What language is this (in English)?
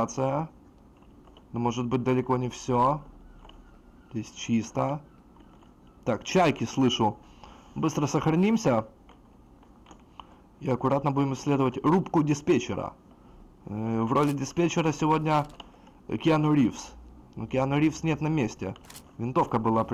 Russian